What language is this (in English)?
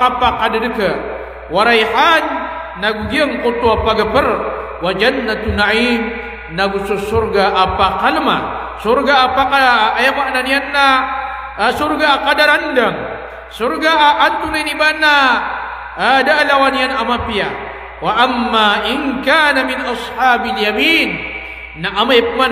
Maranao